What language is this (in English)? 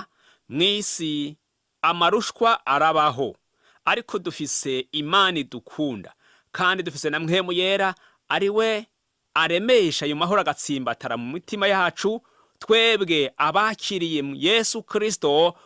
Rundi